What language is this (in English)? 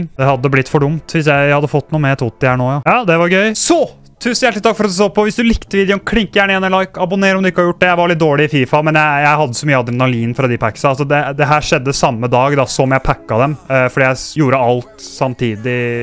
Norwegian